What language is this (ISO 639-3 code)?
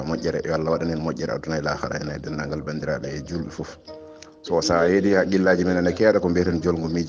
ful